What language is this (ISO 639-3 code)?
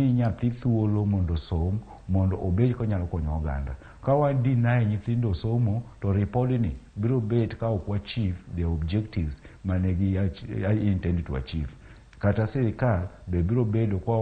luo